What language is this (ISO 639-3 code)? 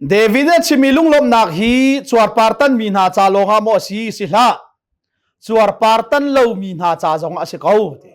cnh